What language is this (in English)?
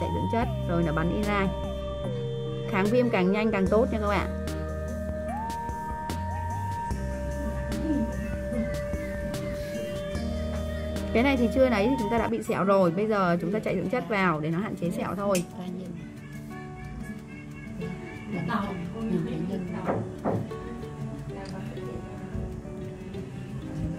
Vietnamese